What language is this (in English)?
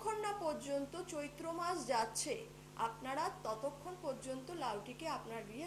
Bangla